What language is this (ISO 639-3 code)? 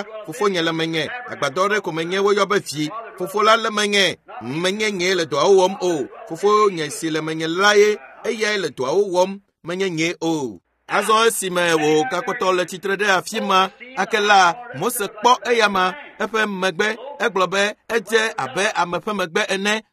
ewe